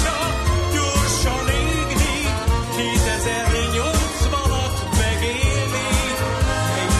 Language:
Hungarian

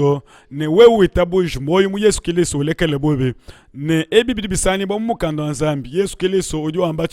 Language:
Luba-Lulua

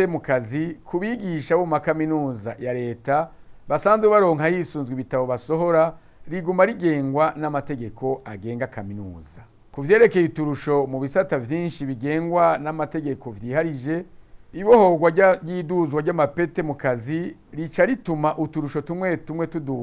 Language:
Rundi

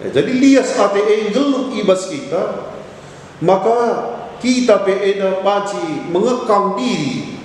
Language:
Batak Karo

